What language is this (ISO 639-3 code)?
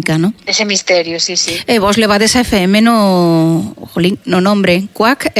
glg